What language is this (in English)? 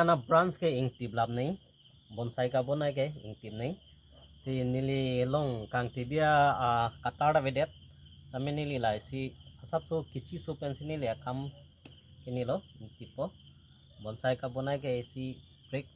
Karbi